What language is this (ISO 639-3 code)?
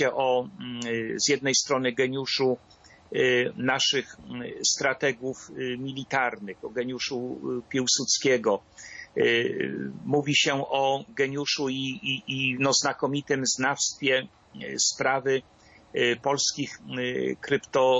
pol